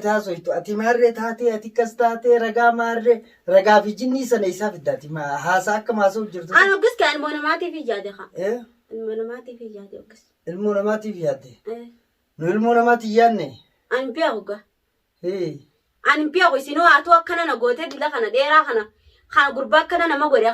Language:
Oromo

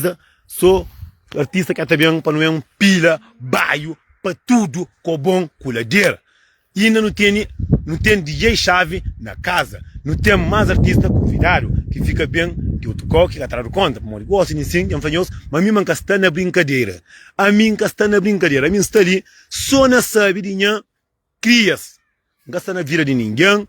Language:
Kabuverdianu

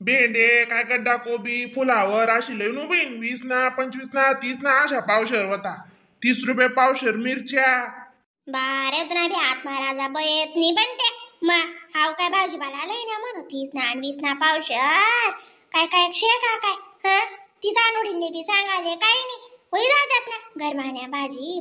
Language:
Khandesi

